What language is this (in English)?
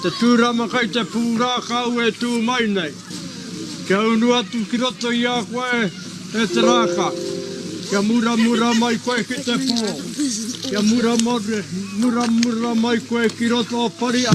Māori